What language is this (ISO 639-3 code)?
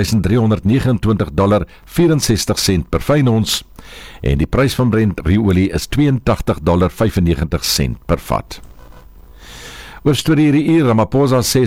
afr